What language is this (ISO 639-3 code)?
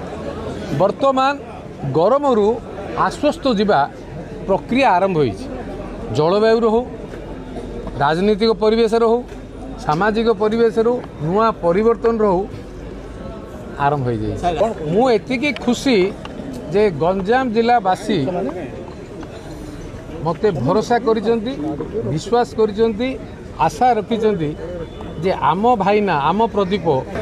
ori